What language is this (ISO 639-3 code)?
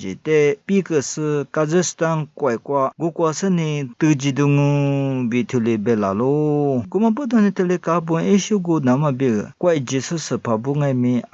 lis